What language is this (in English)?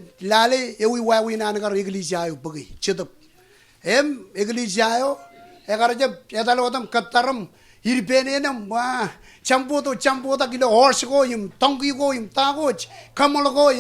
Marshallese